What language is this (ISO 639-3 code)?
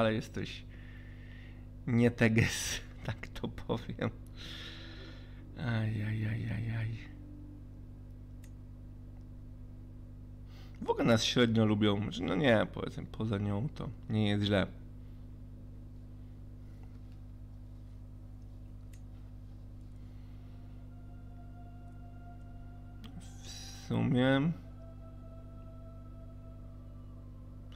pol